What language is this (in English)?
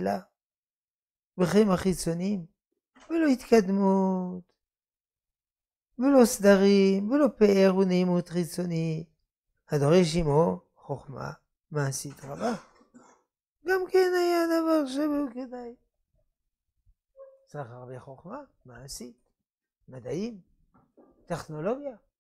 Hebrew